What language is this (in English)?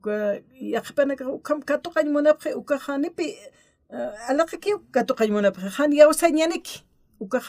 Aymara